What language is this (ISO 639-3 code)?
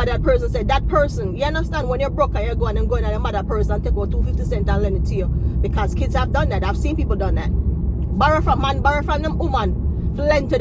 jam